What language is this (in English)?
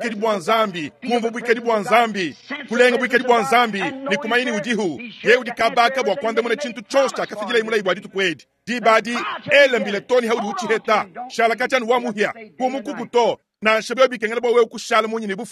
Luba-Lulua